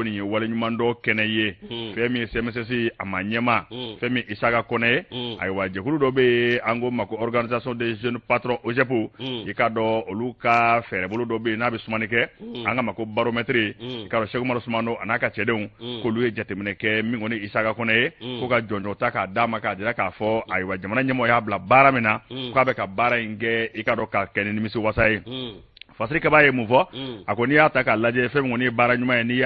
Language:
Bambara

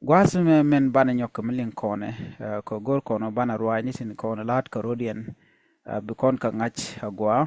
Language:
Nuer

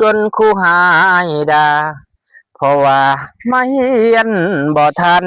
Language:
Lao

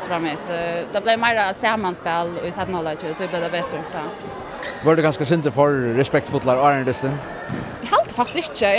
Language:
Faroese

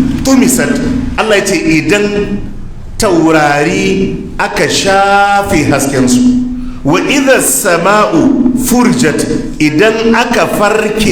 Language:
Hausa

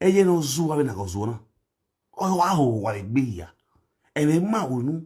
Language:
Nigerian Pidgin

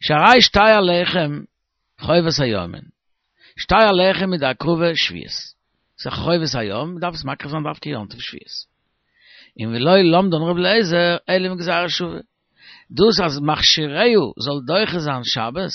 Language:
Yiddish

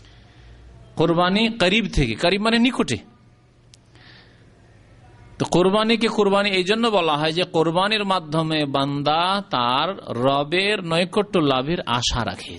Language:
Bangla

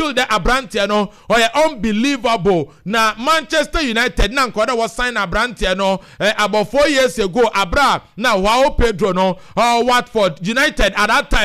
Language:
Akan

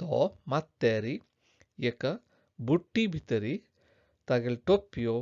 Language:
Konkani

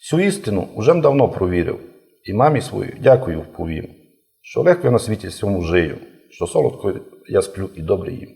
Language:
Rusyn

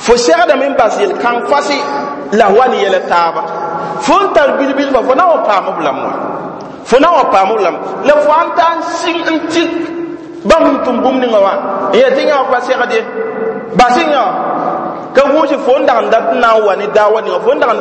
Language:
Mossi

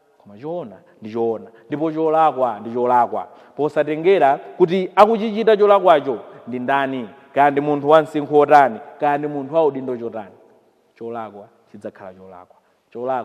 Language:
Nyanja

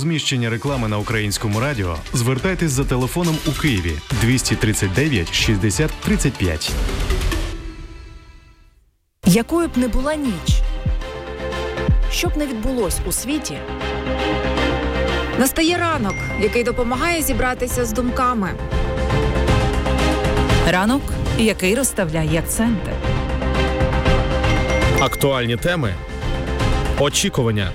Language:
Ukrainian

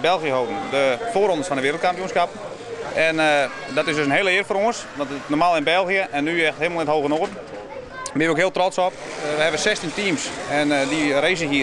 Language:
Western Frisian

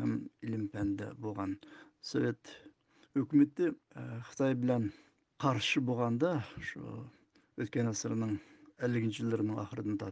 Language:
Uyghur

